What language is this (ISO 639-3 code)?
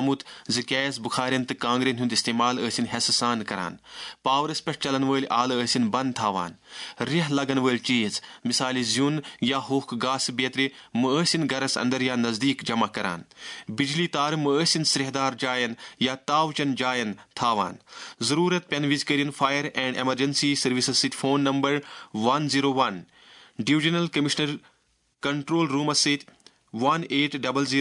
kas